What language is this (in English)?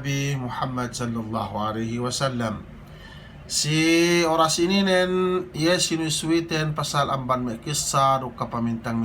Yakan